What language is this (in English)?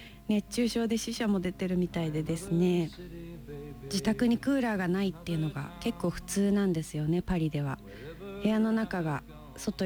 Japanese